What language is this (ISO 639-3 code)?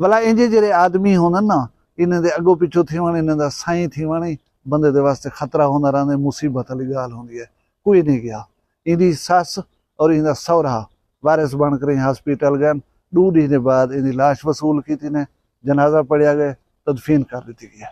skr